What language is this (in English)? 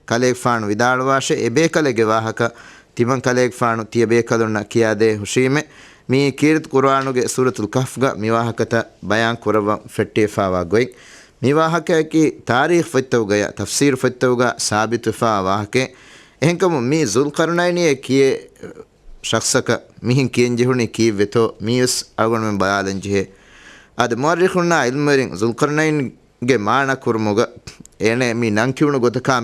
Divehi